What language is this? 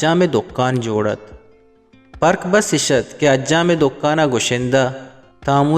Eastern Balochi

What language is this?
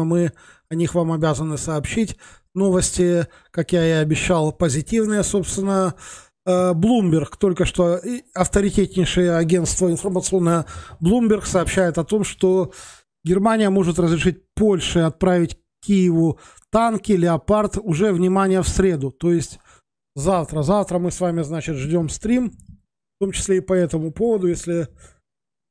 Russian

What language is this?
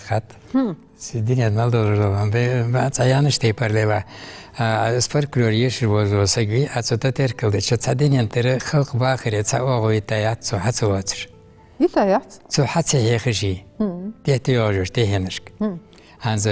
Ingush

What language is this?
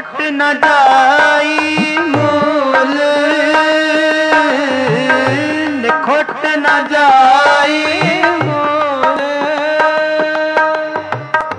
Punjabi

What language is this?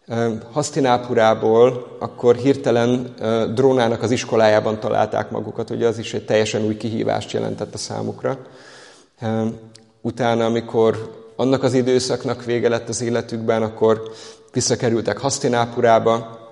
Hungarian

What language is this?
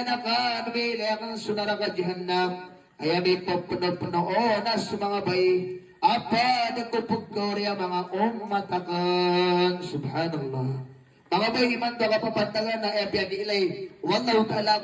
Maranao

